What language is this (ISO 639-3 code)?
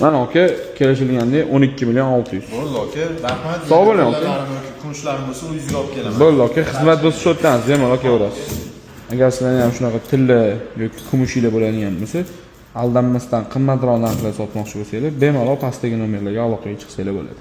uzb